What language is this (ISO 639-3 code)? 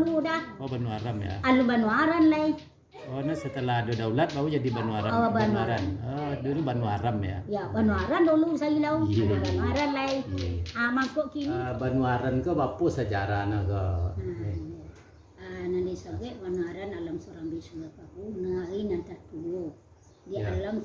min